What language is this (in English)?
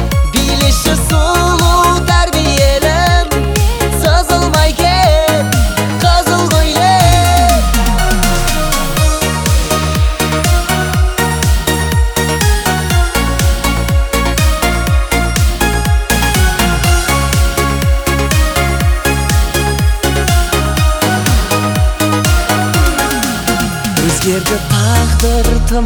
Kazakh